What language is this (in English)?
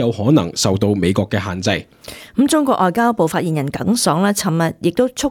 Cantonese